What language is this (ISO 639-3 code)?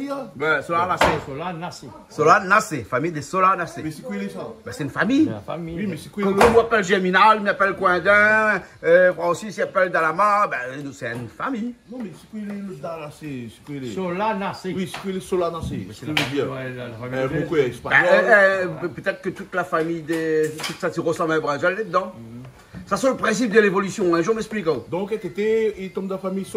rcf